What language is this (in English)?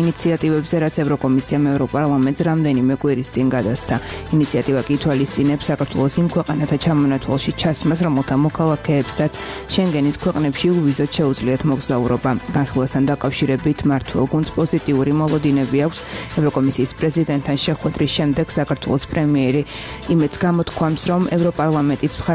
Georgian